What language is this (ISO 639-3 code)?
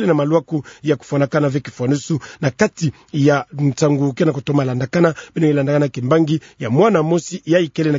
ktu